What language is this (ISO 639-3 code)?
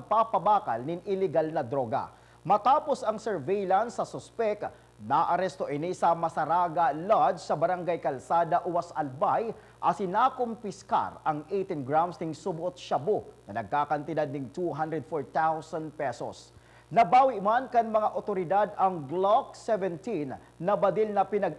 bik